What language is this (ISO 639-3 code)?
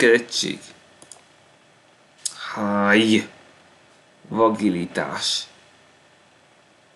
hun